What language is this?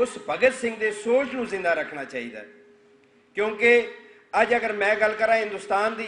Western Panjabi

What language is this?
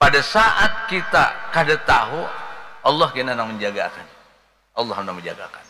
Banjar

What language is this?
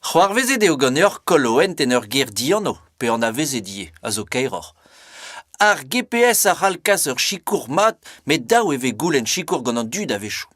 Breton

